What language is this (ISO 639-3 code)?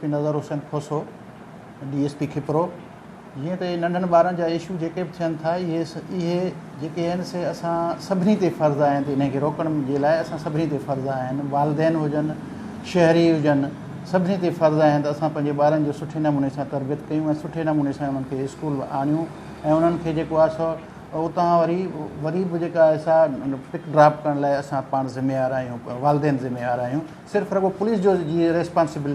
snd